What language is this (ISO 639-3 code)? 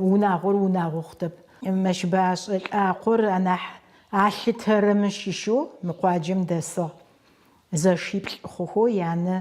ady